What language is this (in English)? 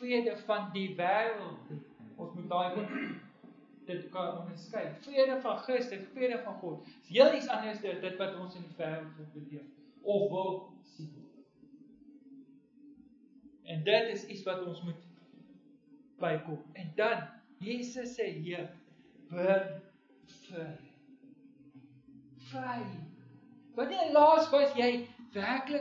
Afrikaans